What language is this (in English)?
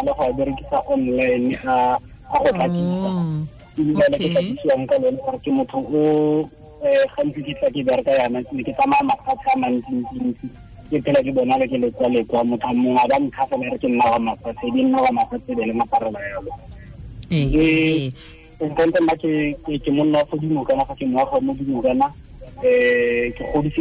Tswana